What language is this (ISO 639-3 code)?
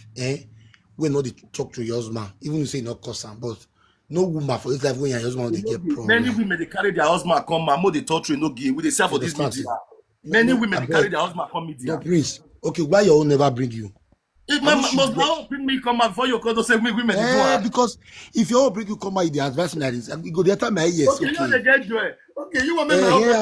pcm